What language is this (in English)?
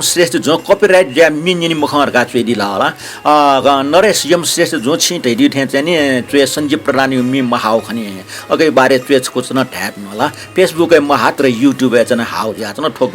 Newari